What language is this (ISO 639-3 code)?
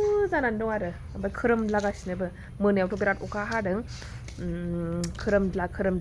brx